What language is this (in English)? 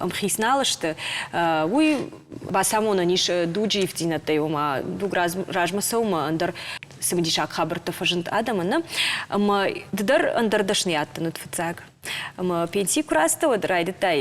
Ossetic